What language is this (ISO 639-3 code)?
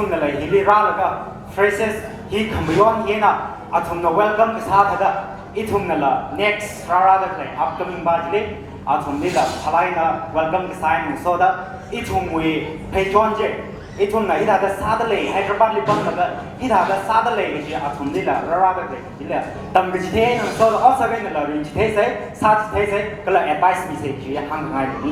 nmf